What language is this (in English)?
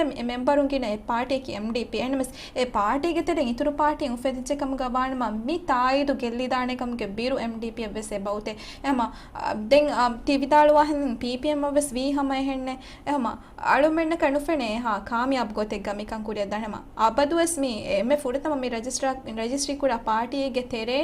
Divehi